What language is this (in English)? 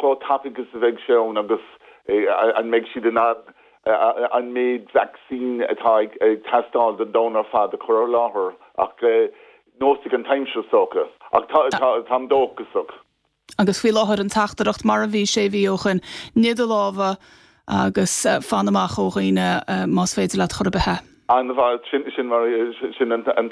Irish